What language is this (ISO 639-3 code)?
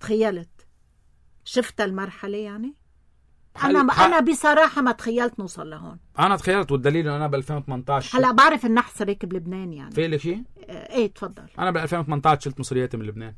apc